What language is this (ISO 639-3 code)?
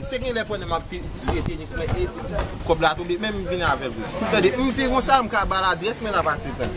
hat